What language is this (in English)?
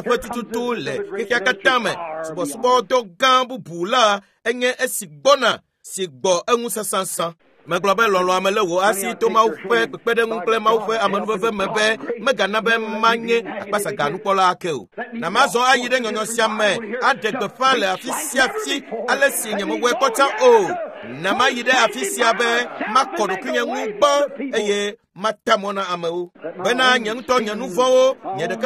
Ewe